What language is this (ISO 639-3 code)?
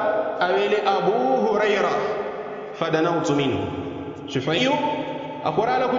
yao